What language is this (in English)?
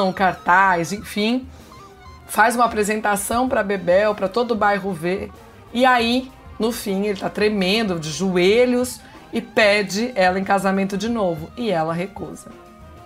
Portuguese